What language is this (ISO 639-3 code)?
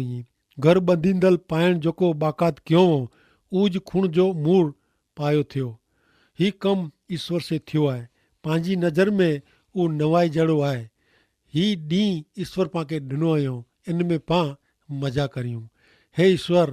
kfr